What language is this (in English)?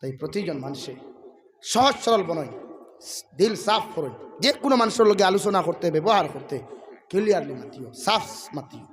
Sylheti